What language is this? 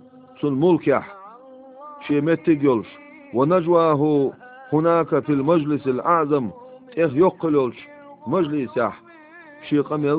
Chechen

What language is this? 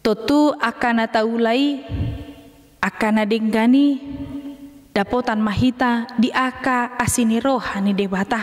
Batak Toba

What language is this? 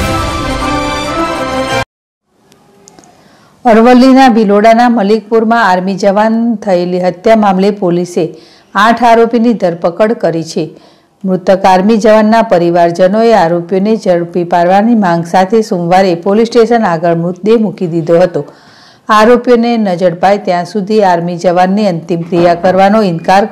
Gujarati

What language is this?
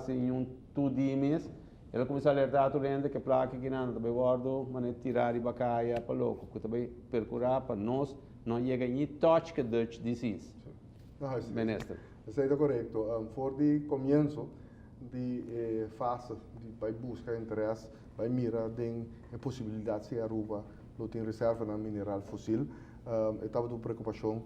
Papiamento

